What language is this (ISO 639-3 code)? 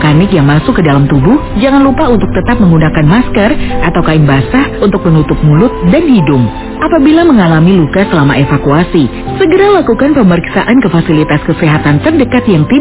ind